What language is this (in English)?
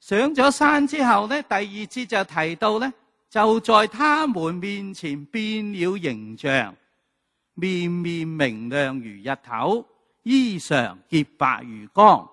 Cantonese